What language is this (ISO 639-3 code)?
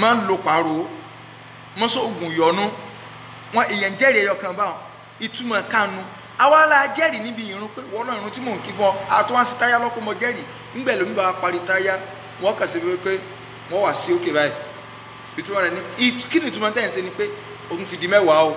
yor